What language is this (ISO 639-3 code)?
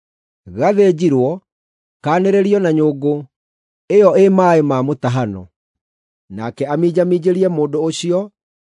kik